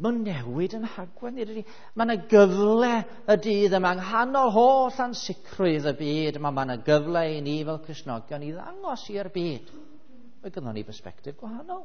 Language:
Welsh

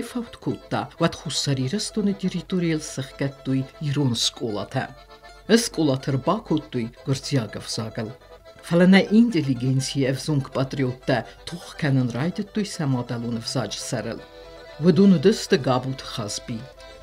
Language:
Ossetic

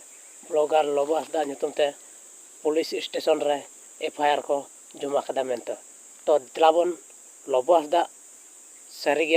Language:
Santali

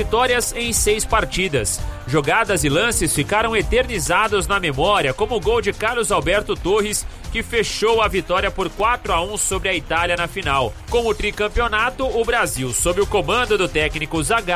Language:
Portuguese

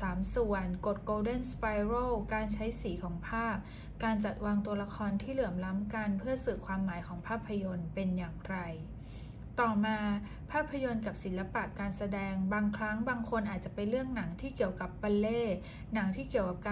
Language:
Thai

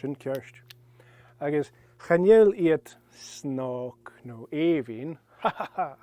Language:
Scottish Gaelic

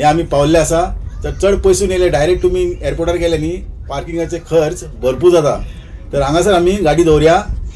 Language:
Konkani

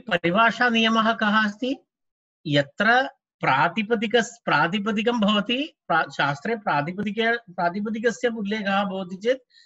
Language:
Sanskrit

